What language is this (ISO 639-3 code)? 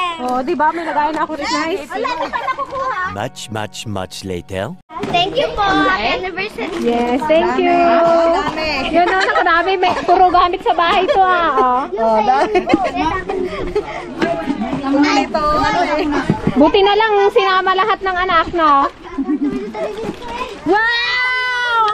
fil